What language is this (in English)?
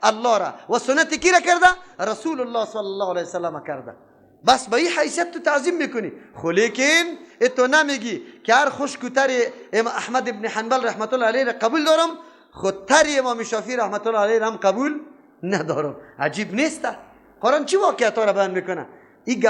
Persian